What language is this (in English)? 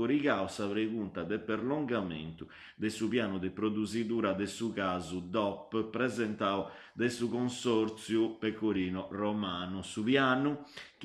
Sardinian